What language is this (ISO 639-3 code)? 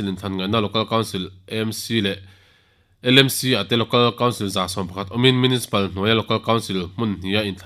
lus